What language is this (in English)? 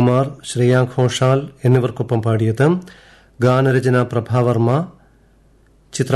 Malayalam